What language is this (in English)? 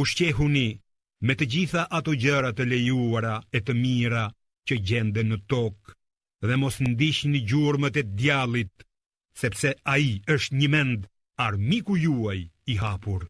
Albanian